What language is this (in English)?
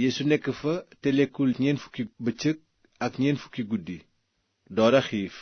Wolof